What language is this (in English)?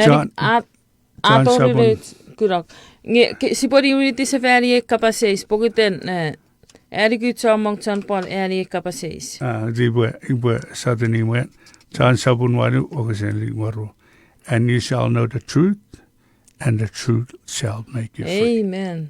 Chuukese